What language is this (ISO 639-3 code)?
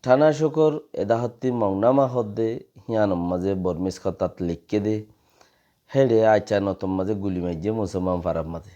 rhg